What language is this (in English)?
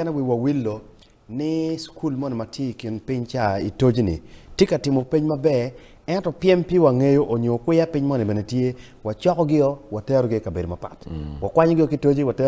Acoli